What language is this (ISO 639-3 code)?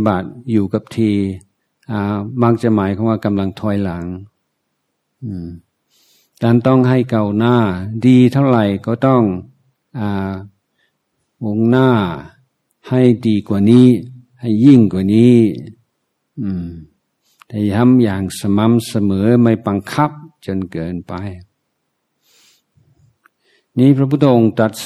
tha